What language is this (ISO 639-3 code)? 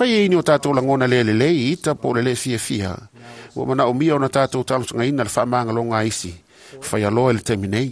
smo